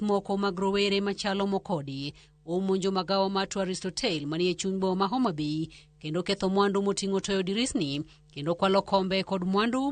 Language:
Luo (Kenya and Tanzania)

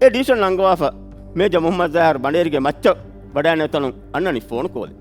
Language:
Divehi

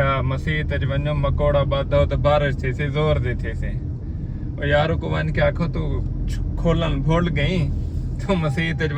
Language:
Saraiki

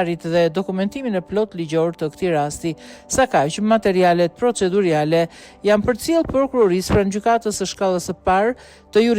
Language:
Albanian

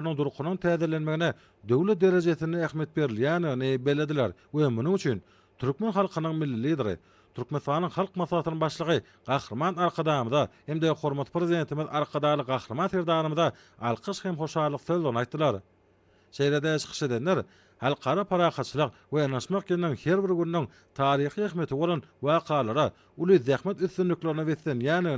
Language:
Turkmen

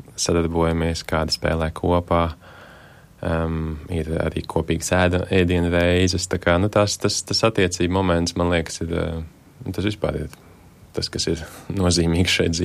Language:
Latvian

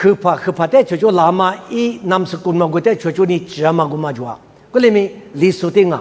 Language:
Lisu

